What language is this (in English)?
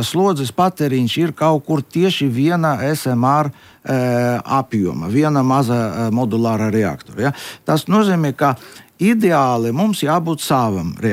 Latvian